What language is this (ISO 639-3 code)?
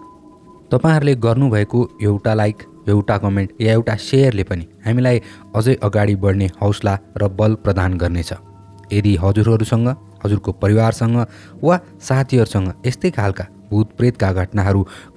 nep